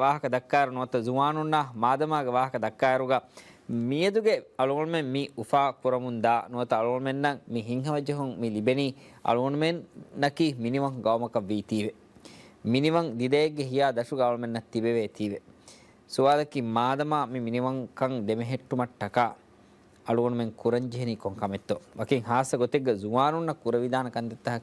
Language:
Divehi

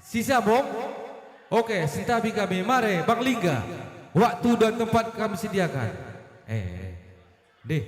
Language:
Batak Karo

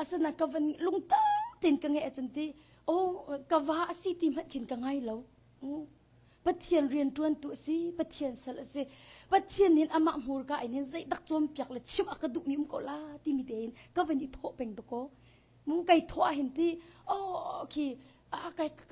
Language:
Hakha Chin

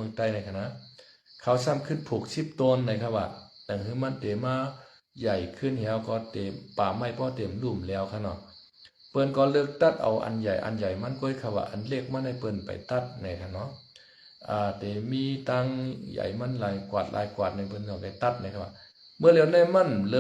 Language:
Shan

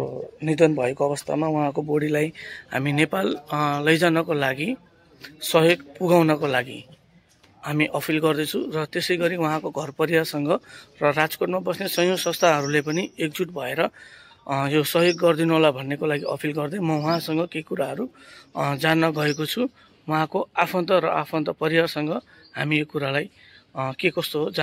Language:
Nepali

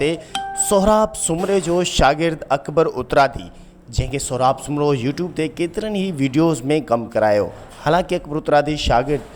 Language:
Sindhi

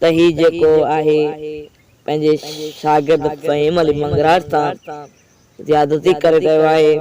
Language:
Sindhi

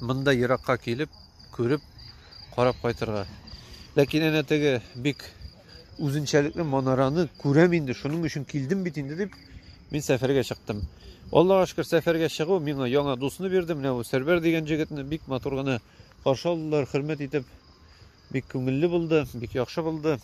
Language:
Tatar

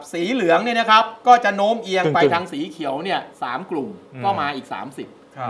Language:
Thai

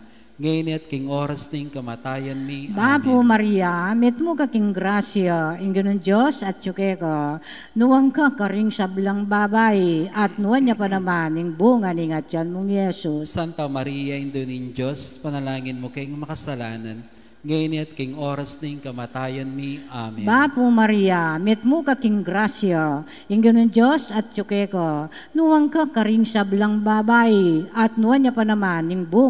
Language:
Pampanga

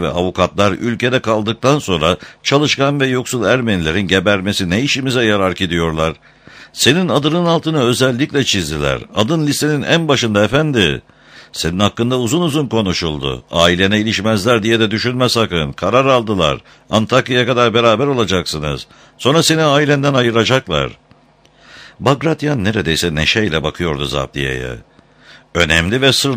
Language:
Turkish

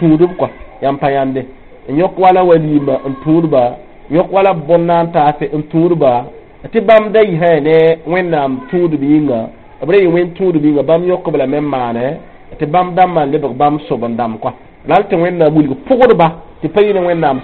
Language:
Mossi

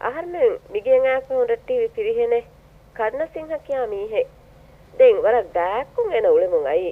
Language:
Divehi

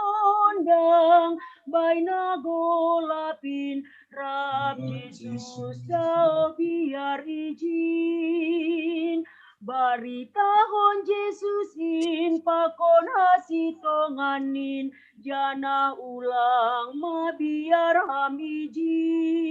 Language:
Batak Simalungun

